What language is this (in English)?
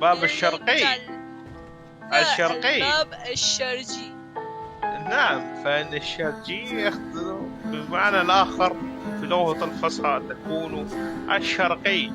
Mesopotamian Arabic